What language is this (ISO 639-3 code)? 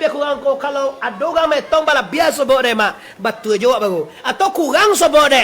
min